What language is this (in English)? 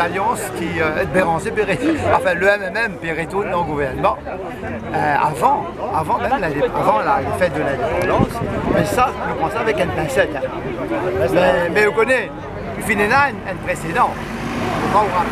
Morisyen